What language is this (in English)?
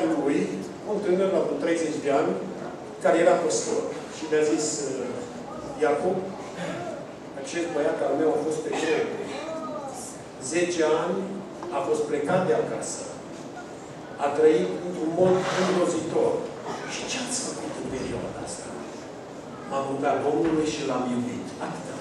Romanian